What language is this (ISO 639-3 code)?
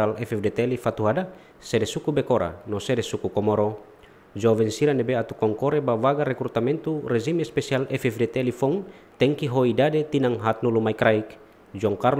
tet